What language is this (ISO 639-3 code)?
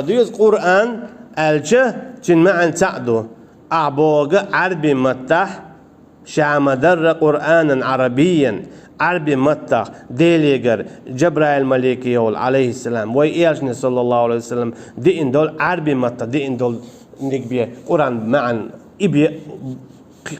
che